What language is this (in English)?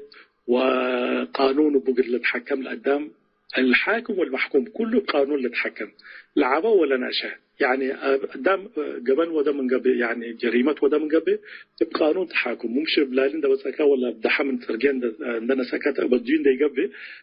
Tigre